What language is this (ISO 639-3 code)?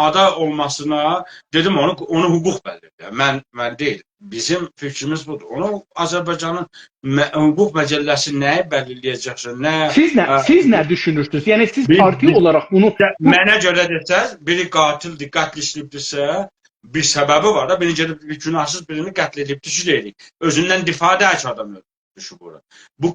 azb